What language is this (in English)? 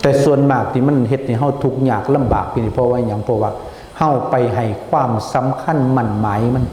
Northeastern Thai